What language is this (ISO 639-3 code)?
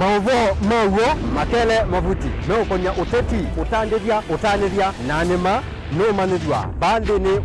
kam